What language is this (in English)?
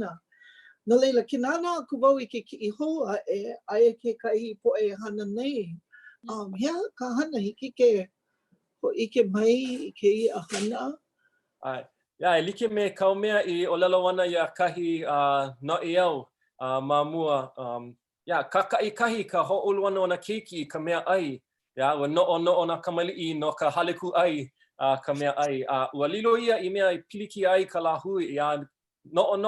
Hawaiian